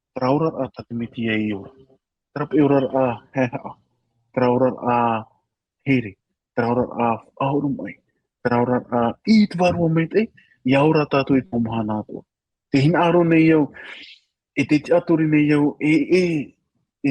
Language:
Tahitian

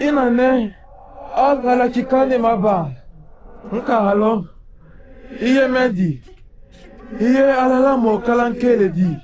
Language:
Mandingo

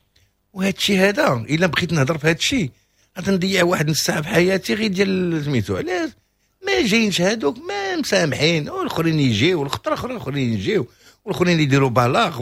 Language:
Moroccan Arabic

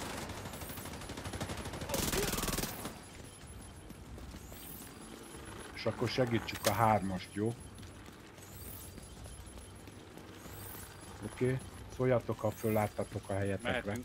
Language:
Hungarian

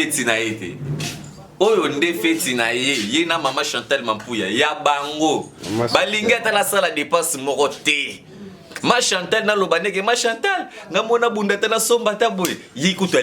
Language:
Lingala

